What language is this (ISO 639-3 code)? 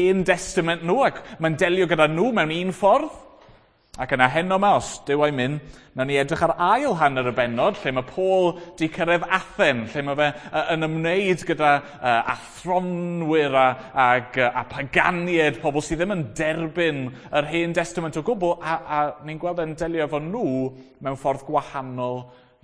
cym